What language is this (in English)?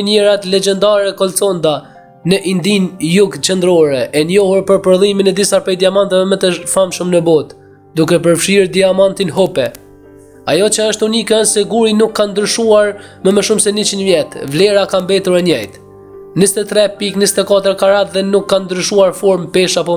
Albanian